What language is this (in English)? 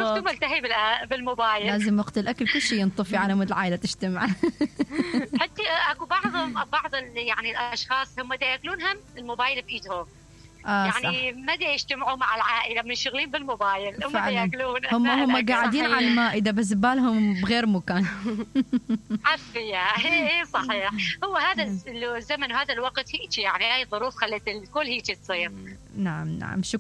Mesopotamian Arabic